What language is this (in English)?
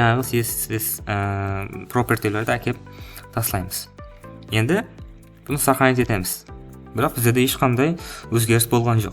Kara-Kalpak